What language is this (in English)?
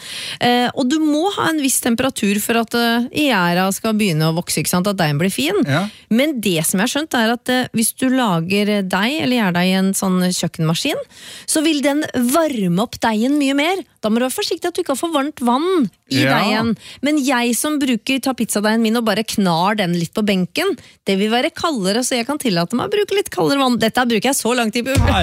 Norwegian